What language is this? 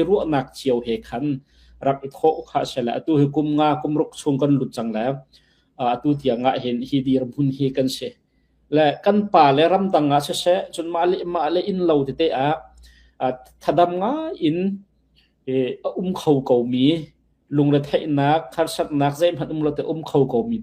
Hakha Chin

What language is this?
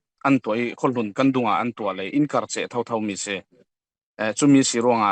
Falam Chin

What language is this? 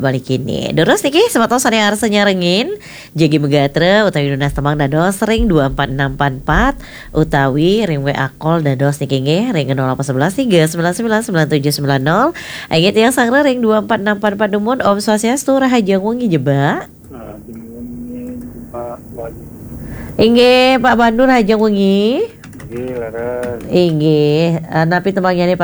Balinese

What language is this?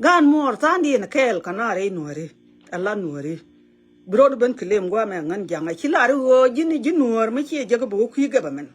Nuer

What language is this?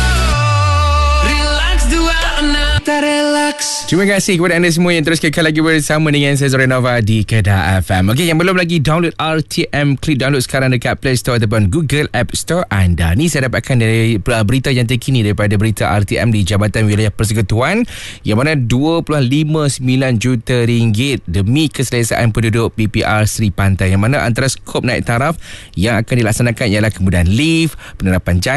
Malay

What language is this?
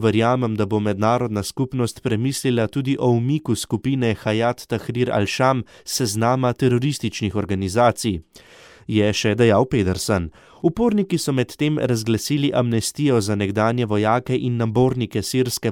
Slovenian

